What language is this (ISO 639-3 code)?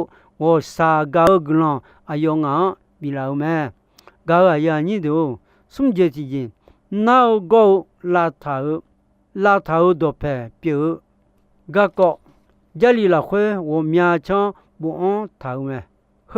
ahk